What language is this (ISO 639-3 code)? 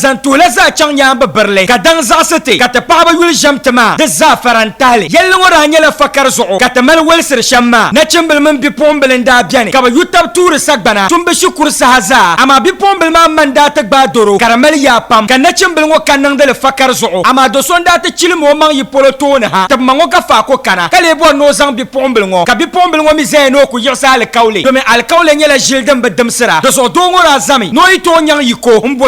dag